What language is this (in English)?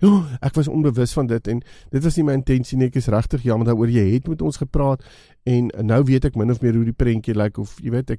Afrikaans